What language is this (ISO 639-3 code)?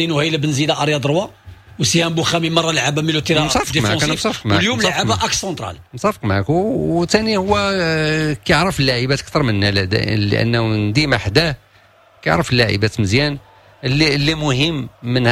ary